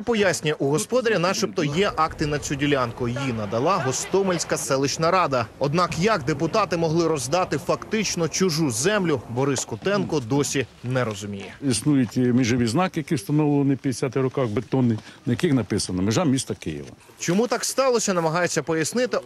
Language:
Ukrainian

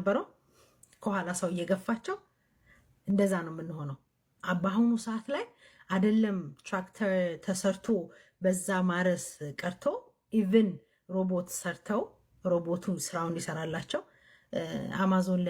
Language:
Amharic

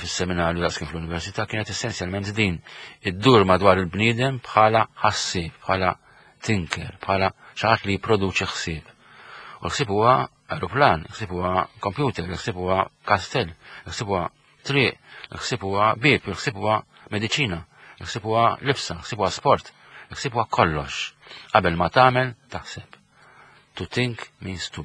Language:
Maltese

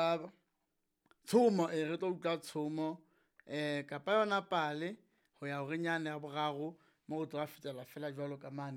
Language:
Southern Sotho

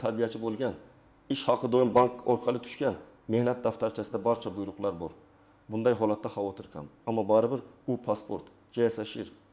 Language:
Uzbek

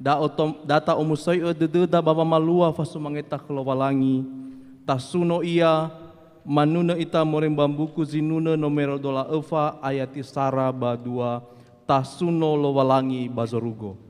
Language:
Nias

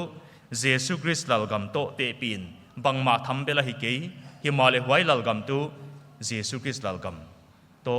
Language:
Paite Chin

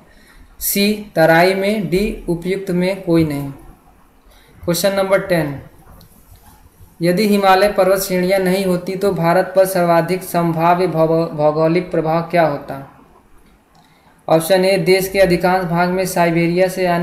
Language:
Hindi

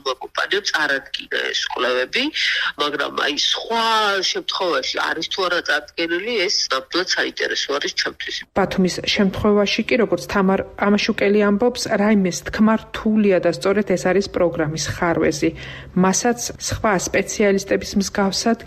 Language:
Georgian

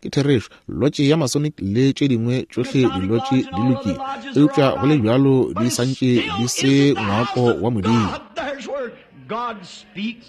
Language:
Northern Sotho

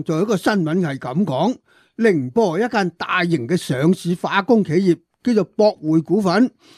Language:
Cantonese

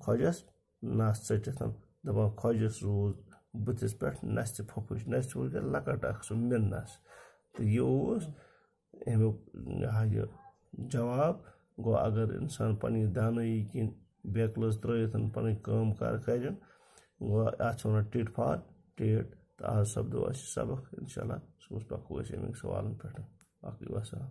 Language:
Kashmiri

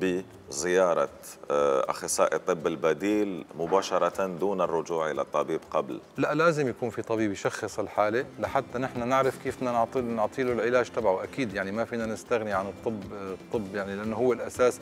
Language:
Algerian Arabic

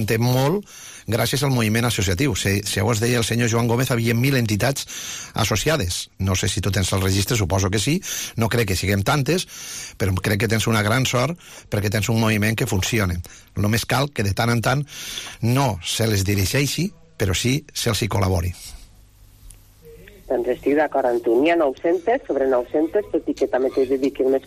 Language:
Catalan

